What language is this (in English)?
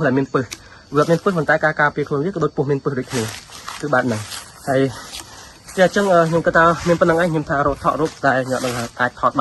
Khmer